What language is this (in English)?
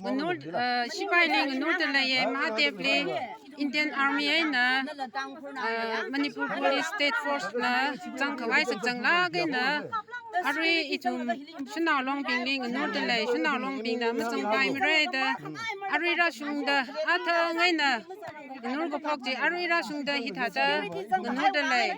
Tangkhul Naga (India)